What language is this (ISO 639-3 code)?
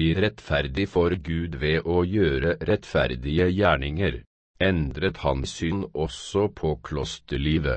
nor